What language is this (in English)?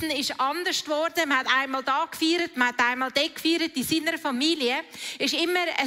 Swiss German